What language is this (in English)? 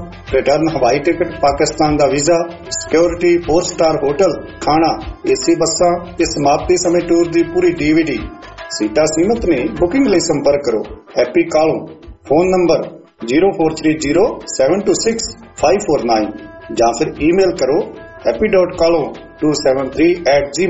Punjabi